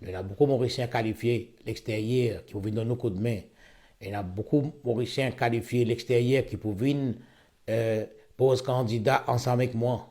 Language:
Morisyen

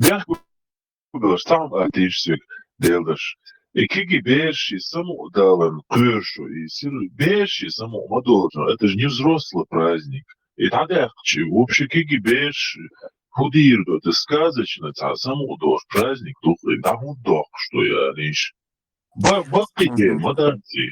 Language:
Chechen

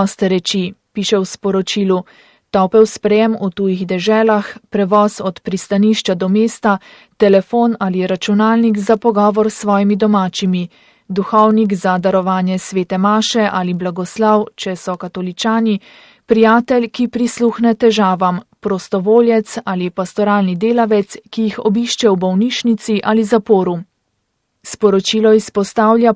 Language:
Slovenian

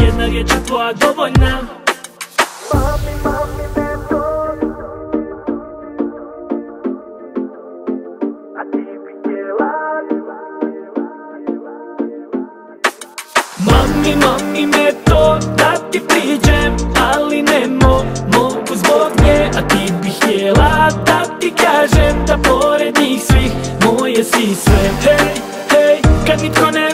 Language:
Croatian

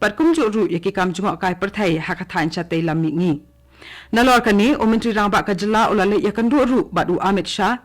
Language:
Khasi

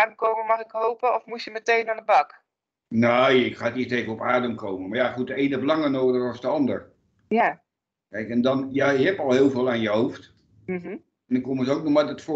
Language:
Dutch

